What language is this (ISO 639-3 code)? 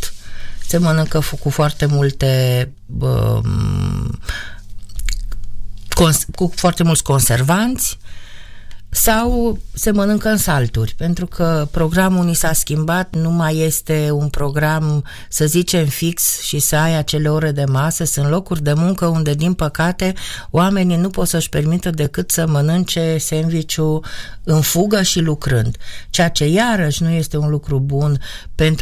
ron